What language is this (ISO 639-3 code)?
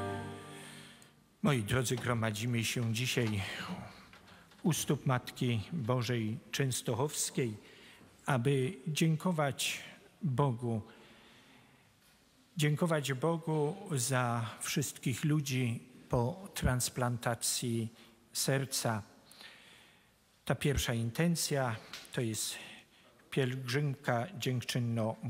pol